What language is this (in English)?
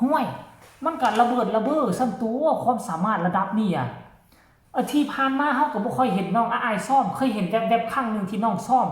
Northeastern Thai